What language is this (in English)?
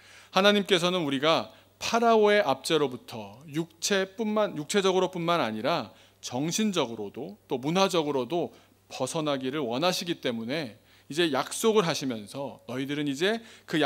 Korean